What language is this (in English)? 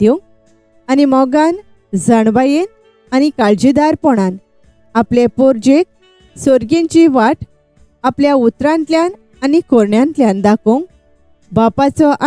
Konkani